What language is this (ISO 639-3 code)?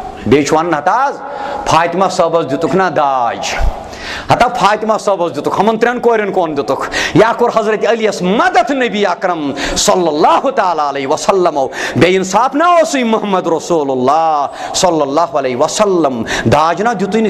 kas